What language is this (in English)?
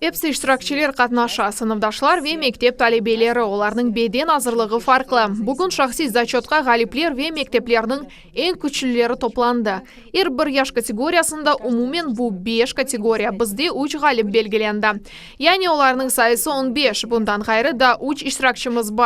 Crimean Tatar